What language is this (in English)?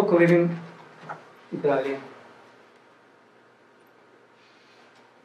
Ukrainian